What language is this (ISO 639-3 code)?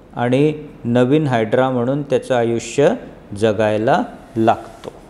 mar